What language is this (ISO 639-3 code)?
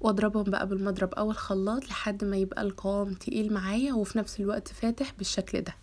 arz